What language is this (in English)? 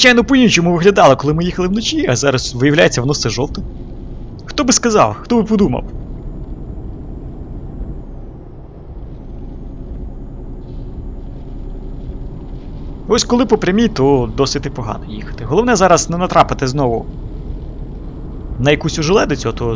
Ukrainian